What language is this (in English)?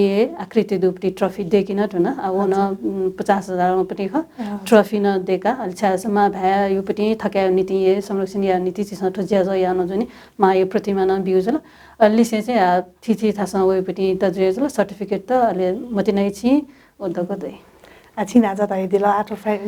Newari